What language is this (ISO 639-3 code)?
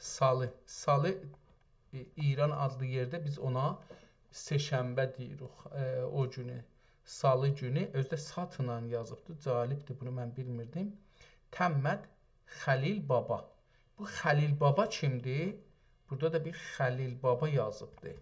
azb